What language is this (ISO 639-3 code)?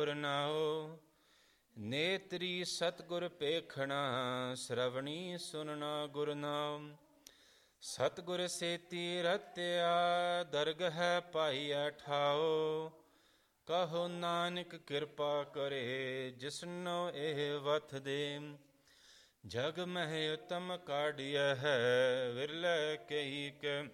pan